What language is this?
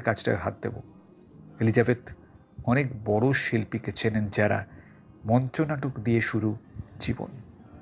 Bangla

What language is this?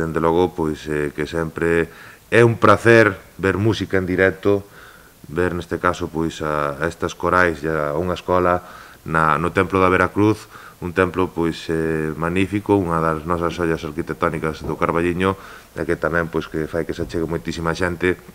Galician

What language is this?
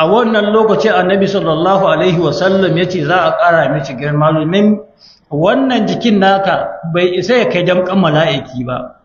Hausa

